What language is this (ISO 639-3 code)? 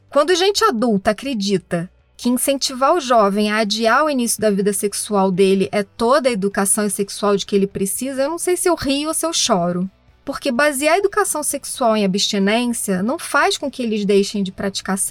por